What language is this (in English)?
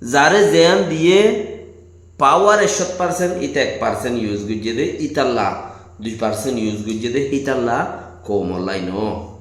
Rohingya